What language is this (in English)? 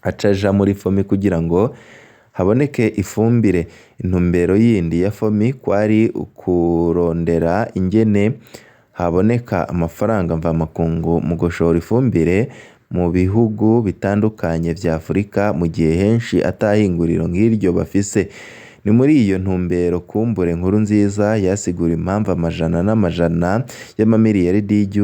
Rundi